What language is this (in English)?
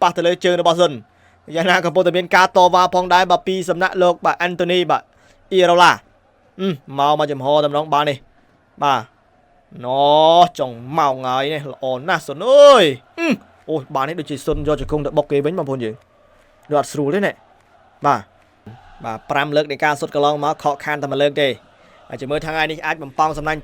Khmer